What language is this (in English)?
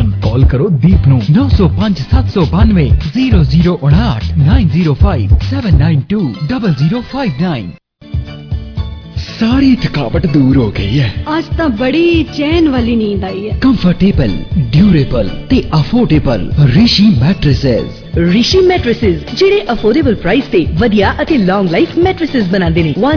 Punjabi